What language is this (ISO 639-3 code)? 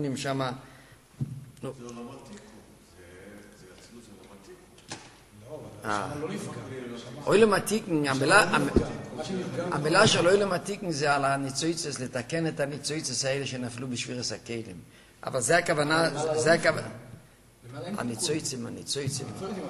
heb